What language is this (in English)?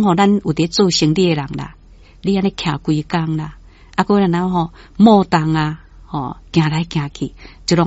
Min Nan Chinese